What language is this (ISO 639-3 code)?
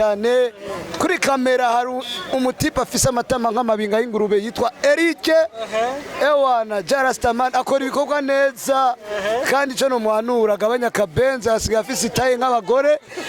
run